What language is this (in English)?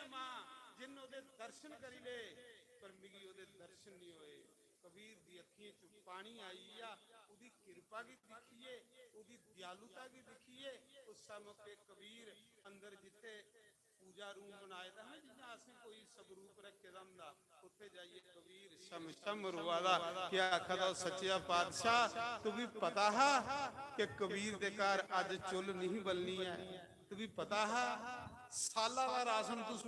Dogri